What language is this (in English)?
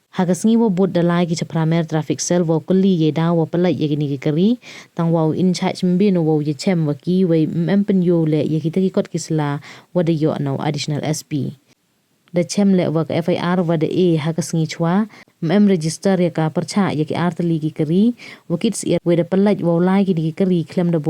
Pnar